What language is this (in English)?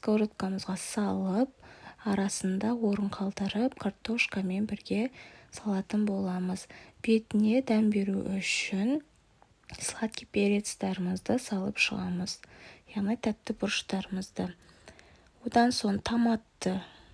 Kazakh